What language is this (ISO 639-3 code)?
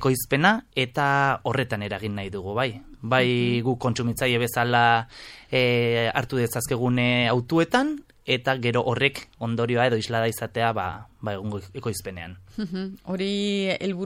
eus